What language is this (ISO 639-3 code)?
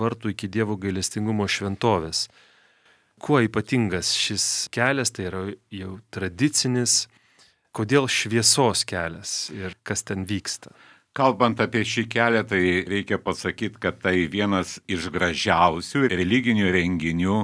lit